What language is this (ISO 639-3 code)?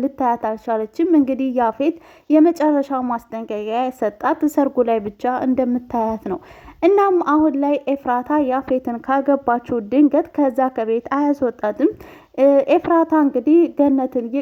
amh